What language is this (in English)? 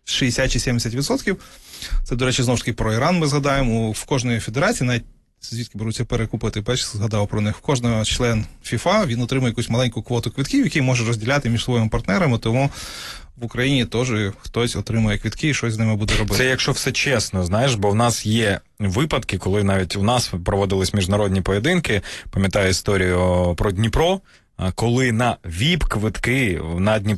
Ukrainian